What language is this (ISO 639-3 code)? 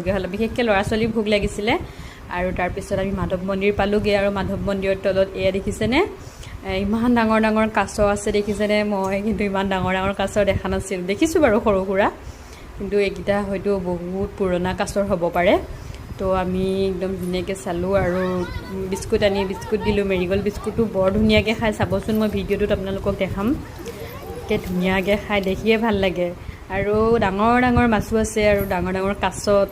asm